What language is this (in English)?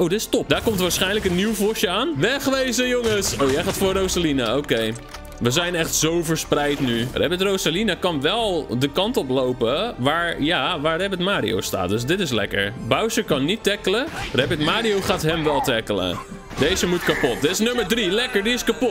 Dutch